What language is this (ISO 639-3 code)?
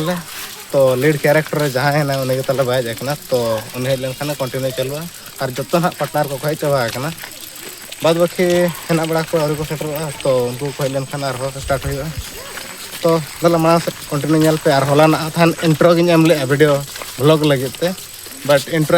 sat